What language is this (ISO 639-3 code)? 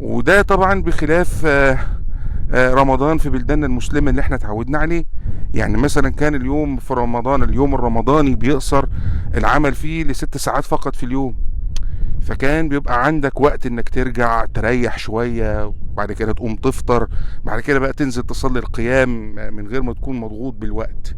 arz